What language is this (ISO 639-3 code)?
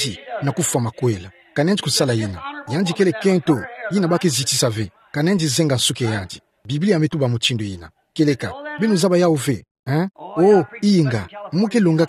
ktu